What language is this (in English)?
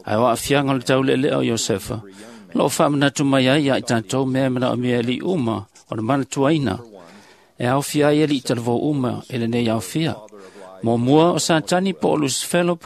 Samoan